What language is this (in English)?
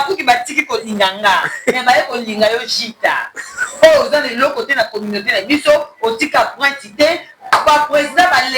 Lingala